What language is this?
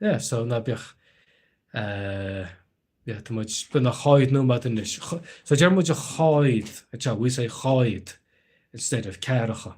Irish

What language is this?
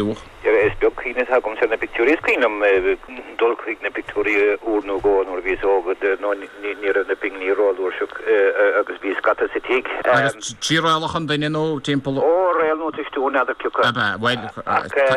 Irish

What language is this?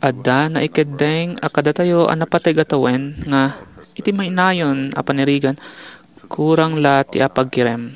Iloko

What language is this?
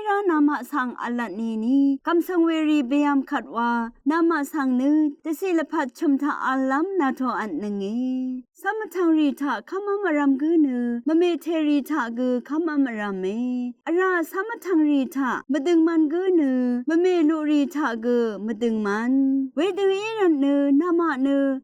Rawang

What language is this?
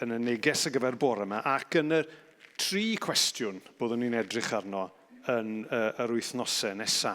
Welsh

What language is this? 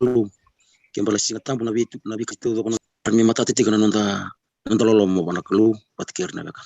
Fijian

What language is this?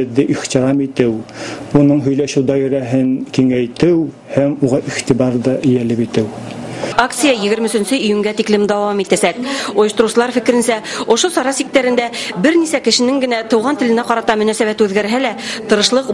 Bashkir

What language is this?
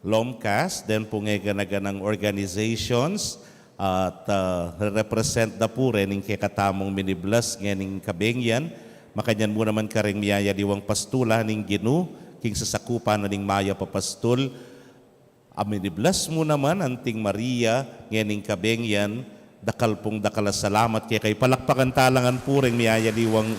Pampanga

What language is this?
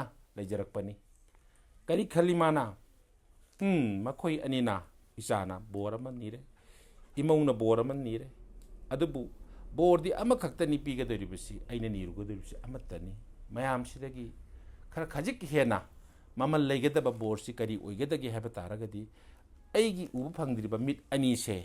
Manipuri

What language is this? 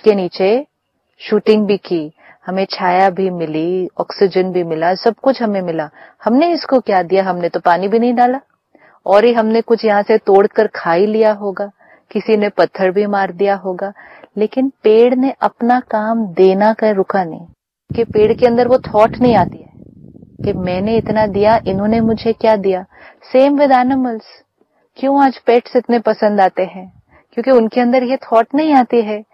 Hindi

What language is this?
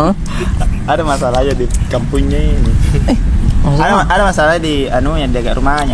Makassar Malay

